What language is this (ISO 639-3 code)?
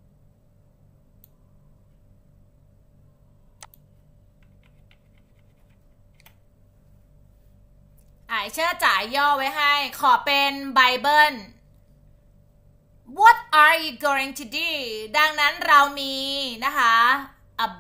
tha